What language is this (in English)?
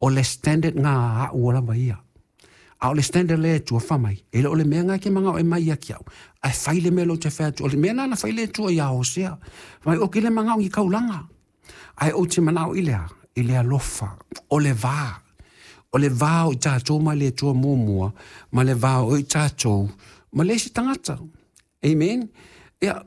Samoan